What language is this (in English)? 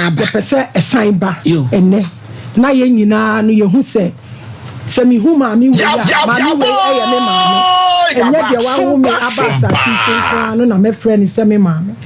Akan